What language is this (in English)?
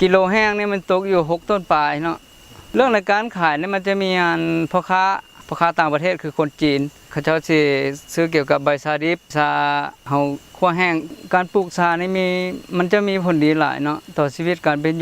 Lao